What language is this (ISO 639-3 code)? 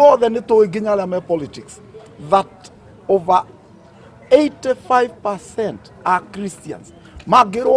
kik